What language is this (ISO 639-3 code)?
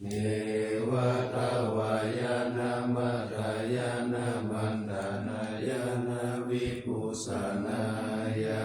pli